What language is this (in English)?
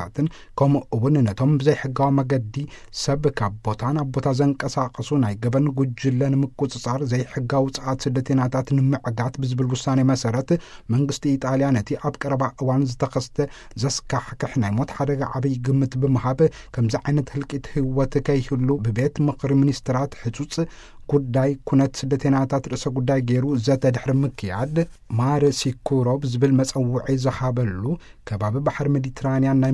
Tigrinya